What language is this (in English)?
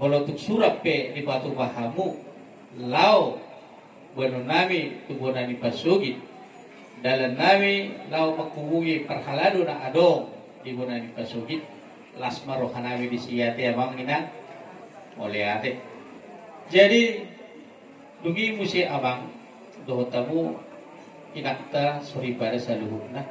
Batak Toba